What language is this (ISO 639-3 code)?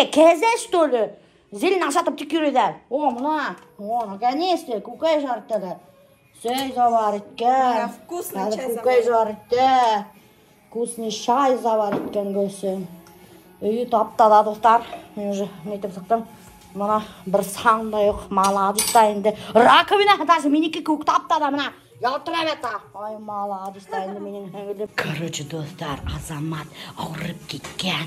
bak